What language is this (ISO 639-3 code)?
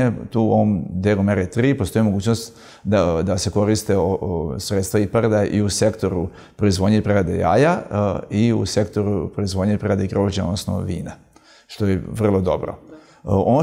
srp